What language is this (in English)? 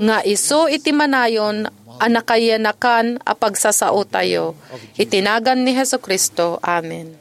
Iloko